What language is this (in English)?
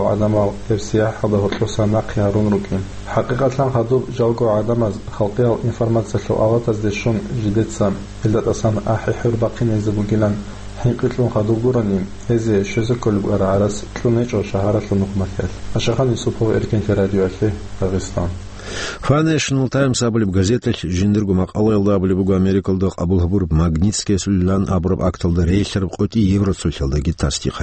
Avaric